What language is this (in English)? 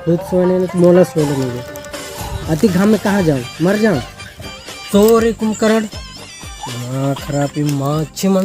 Chhattisgarhi